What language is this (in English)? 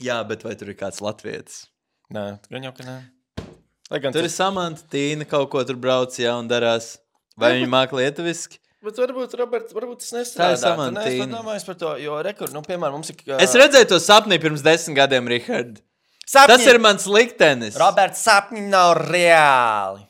Latvian